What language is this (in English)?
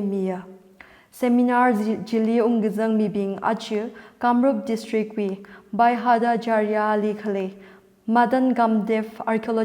Tangkhul Naga (India)